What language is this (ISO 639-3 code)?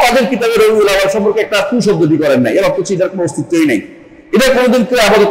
ben